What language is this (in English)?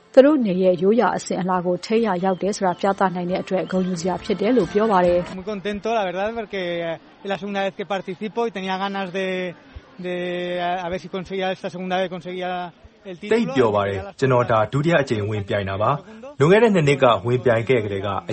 Burmese